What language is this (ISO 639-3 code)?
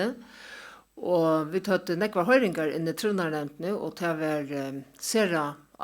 fao